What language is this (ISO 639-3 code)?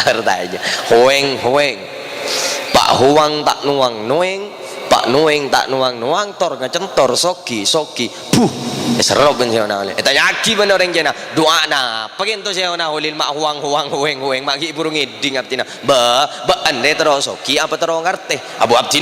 mad